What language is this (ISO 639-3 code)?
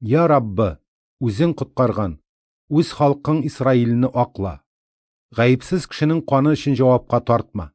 tat